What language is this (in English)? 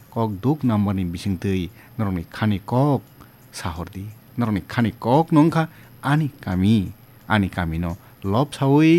Kok Borok